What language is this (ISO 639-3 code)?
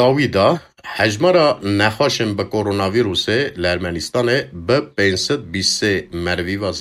kur